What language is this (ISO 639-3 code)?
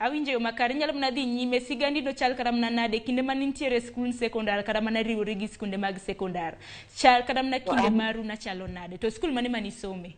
luo